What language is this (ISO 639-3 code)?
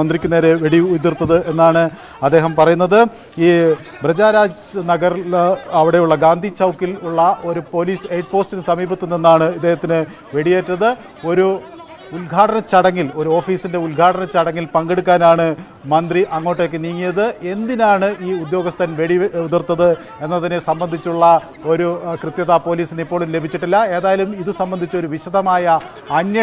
mal